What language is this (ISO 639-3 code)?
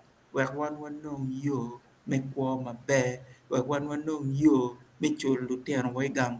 ach